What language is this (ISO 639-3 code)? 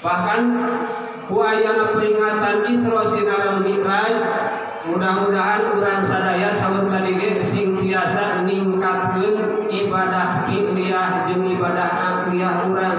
sun